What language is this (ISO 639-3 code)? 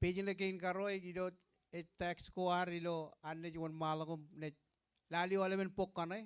mah